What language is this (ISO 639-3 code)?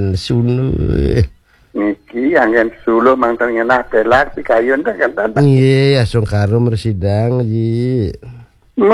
ban